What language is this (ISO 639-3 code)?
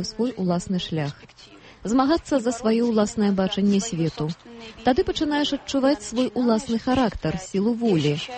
bel